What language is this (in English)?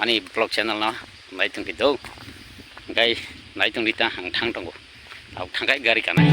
Kok Borok